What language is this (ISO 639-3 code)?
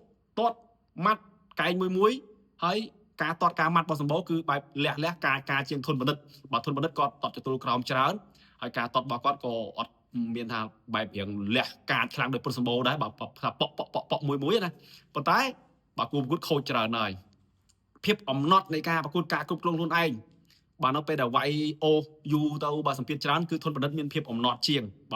khm